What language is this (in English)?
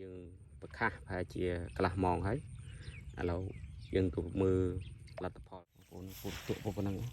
Khmer